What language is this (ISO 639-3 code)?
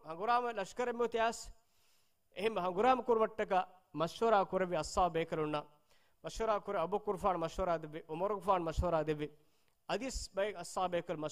div